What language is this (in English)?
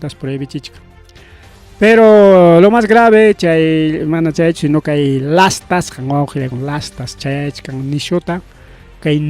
Ayacucho Quechua